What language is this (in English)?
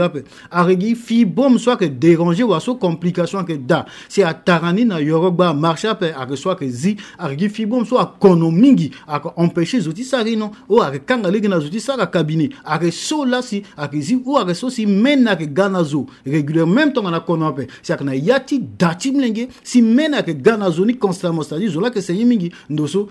Sango